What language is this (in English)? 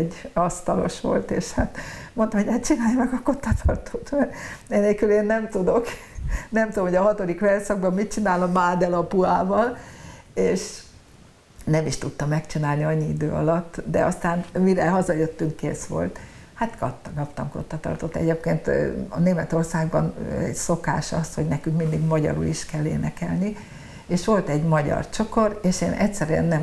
Hungarian